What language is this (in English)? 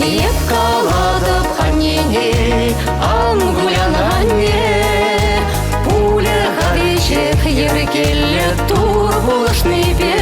Chuvash